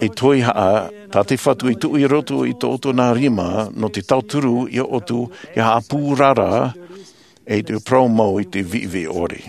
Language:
Tahitian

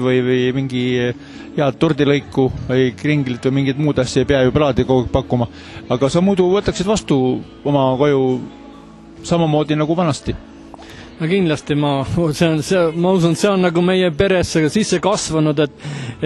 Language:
Estonian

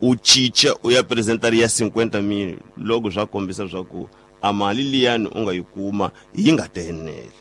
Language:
Tsonga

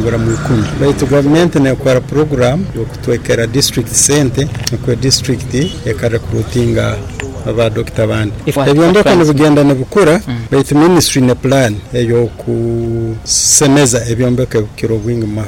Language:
Nyoro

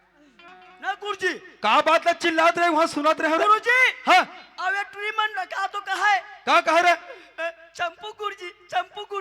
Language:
Chhattisgarhi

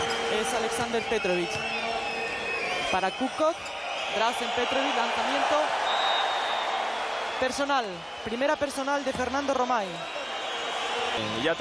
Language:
Spanish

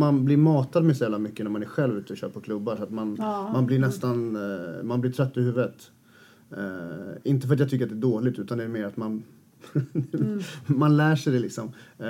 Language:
Swedish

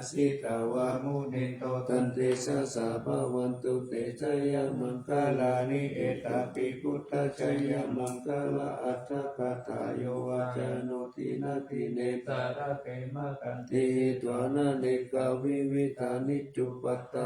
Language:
Pali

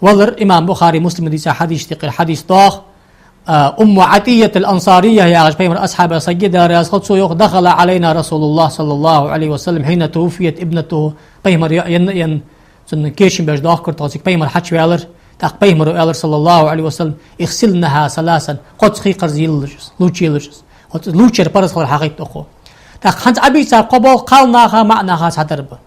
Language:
Ingush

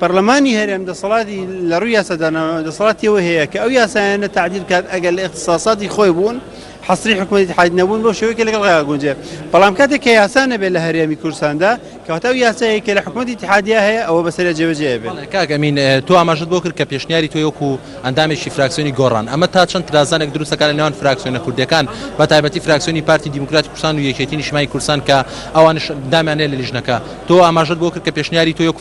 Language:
Central Kurdish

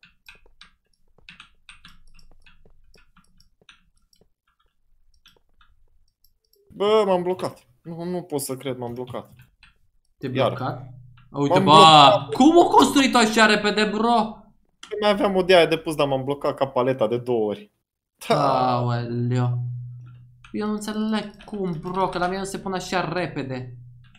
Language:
Romanian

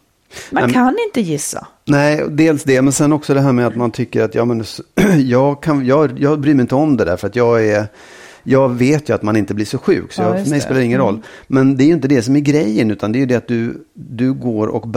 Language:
Swedish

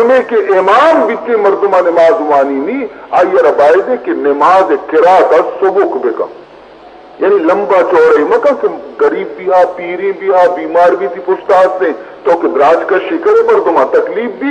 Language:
Baluchi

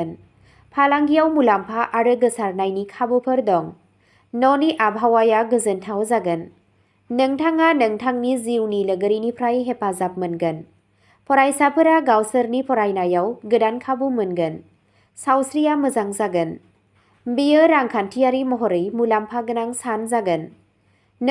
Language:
Bodo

